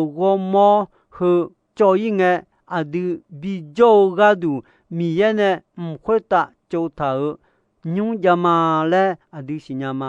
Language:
Akha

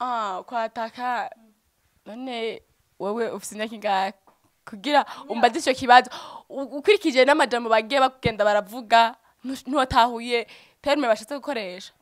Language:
Rundi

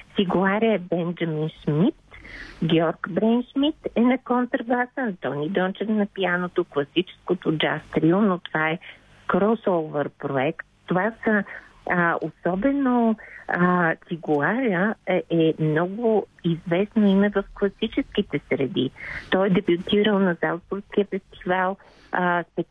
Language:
Bulgarian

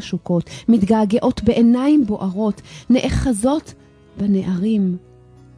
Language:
Hebrew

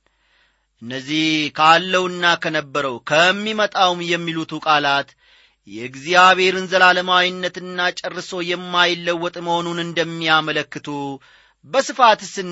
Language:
Amharic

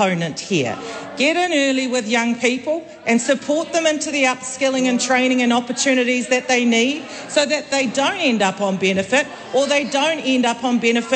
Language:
English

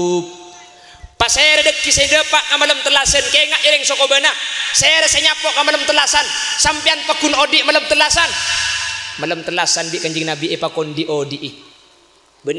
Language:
Madurese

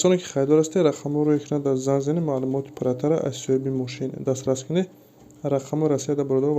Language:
Tajik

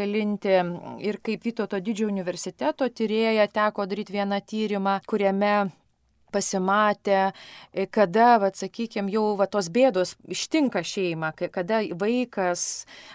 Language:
Lithuanian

